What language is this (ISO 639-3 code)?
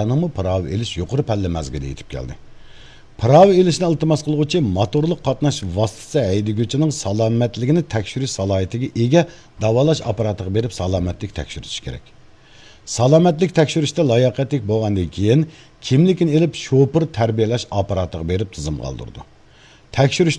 uig